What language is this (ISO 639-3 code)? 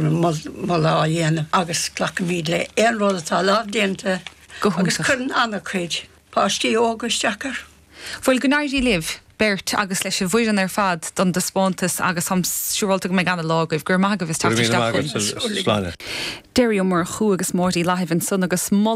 gle